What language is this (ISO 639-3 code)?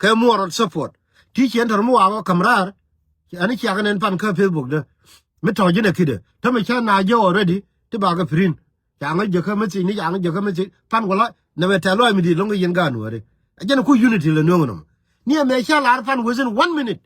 nus